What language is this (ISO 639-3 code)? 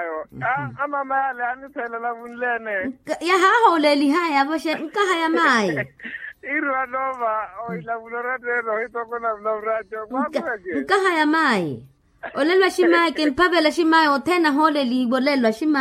vmw